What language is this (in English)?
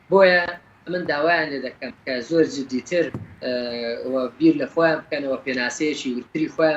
Central Kurdish